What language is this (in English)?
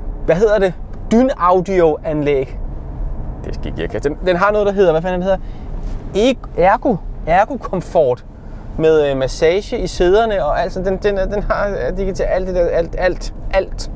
Danish